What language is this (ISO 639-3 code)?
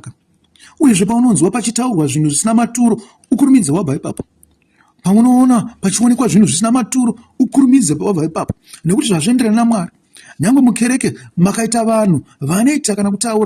sna